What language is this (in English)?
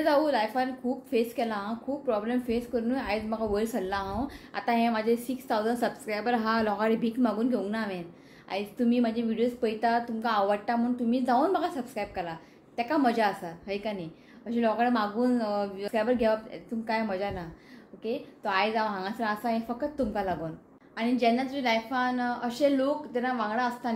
Konkani